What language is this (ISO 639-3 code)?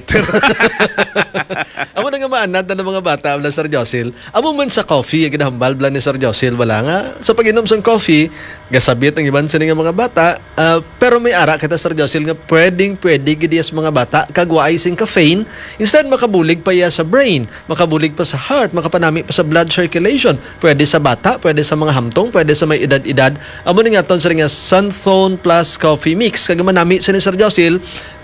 hil